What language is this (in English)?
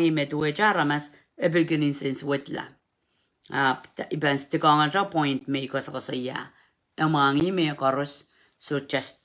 Pohnpeian